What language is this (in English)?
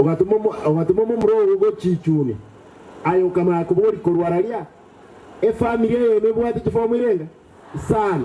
Gusii